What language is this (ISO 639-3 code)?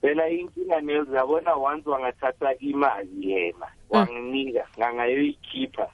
nbl